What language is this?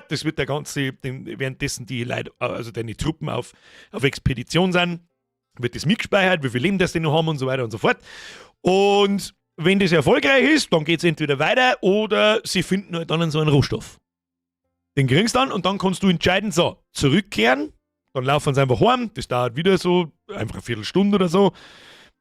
Bavarian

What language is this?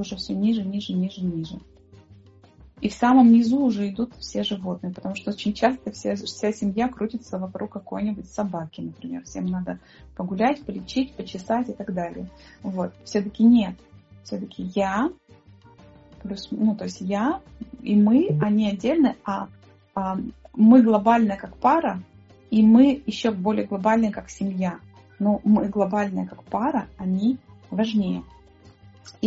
Russian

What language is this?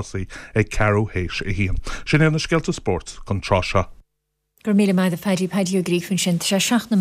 Irish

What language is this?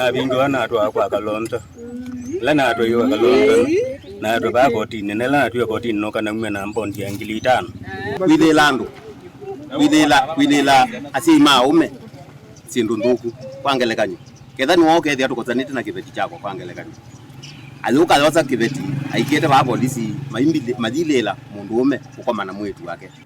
Kamba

